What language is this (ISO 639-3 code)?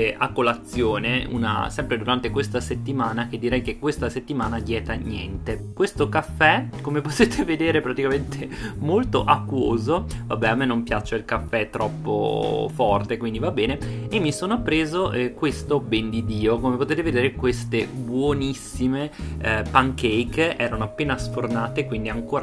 ita